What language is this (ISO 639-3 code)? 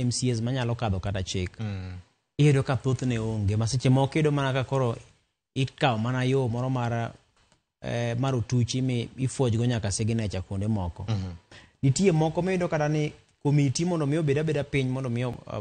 luo